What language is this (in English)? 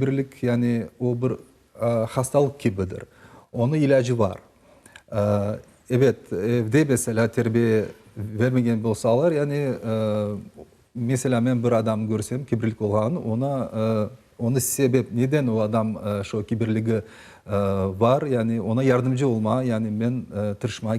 Crimean Tatar